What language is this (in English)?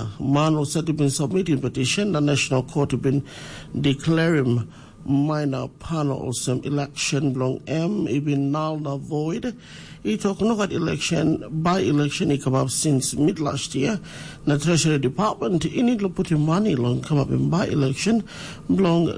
Tok Pisin